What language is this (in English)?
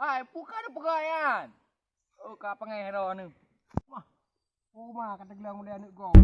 Achinese